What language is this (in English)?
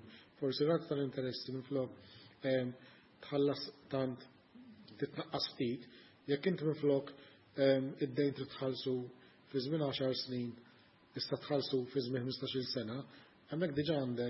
Maltese